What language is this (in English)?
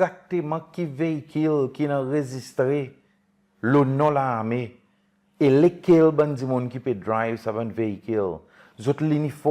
Seselwa Creole French